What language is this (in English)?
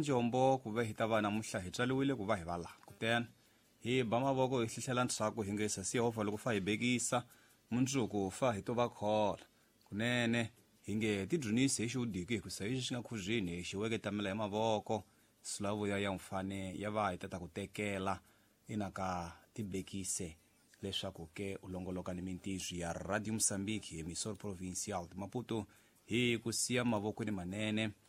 Tsonga